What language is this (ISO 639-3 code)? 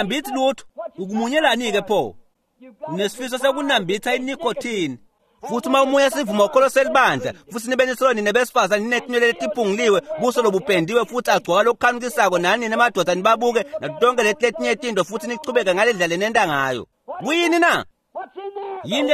ssw